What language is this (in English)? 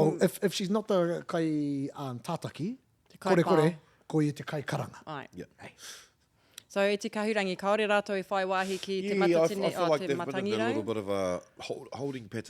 Māori